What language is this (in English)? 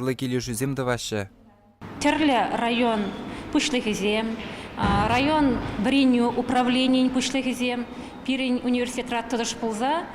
Chuvash